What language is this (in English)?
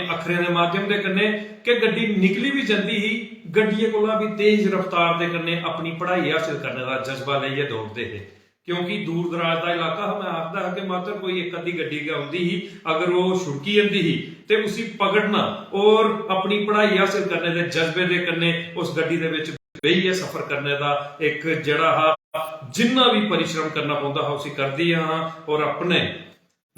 Dogri